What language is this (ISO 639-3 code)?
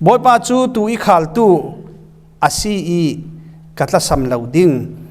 cfm